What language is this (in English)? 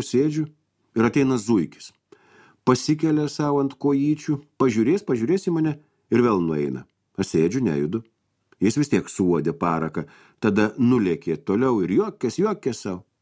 Lithuanian